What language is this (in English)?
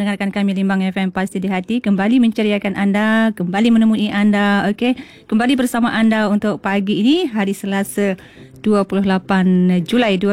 Malay